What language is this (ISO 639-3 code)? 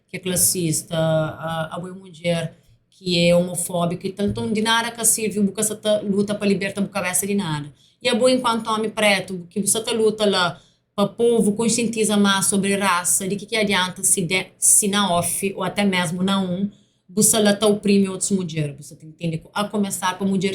kea